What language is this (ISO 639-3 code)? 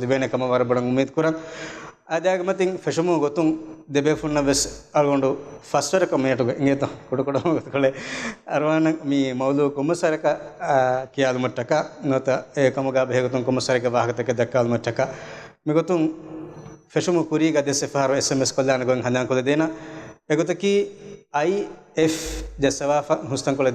div